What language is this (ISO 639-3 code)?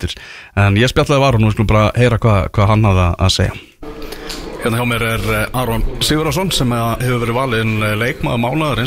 isl